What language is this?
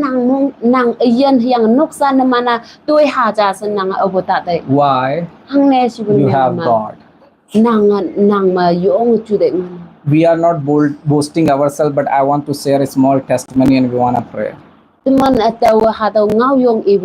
Konyak Naga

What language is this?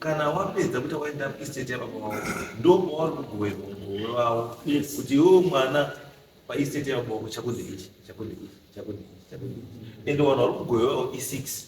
Shona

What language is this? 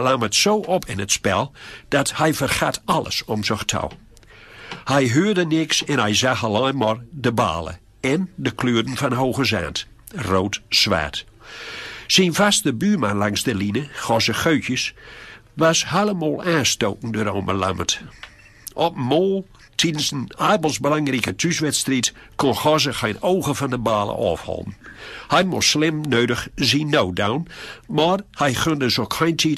Gronings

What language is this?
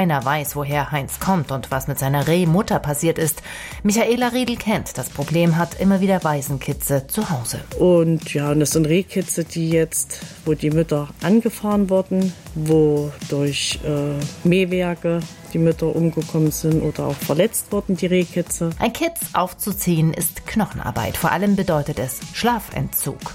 German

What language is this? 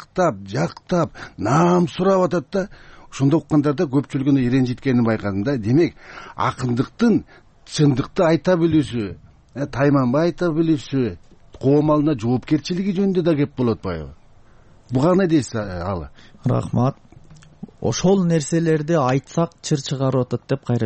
Kyrgyz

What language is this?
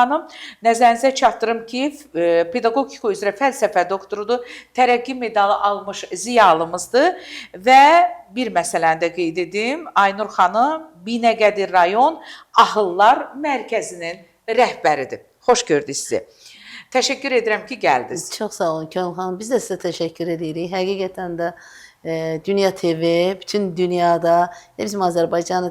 Azerbaijani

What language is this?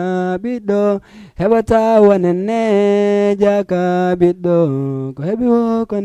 Fula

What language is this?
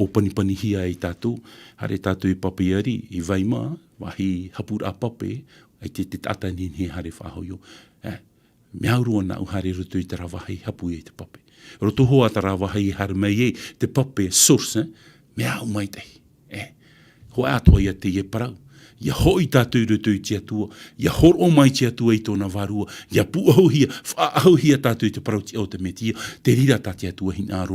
Tahitian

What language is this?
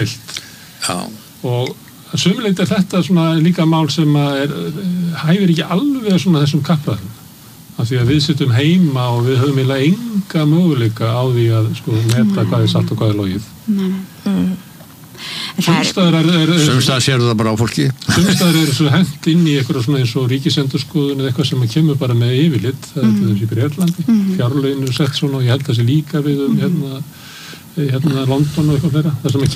Icelandic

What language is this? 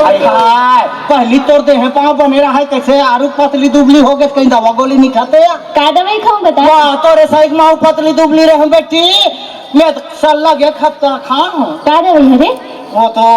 Chhattisgarhi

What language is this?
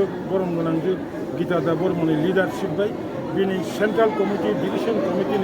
Kok Borok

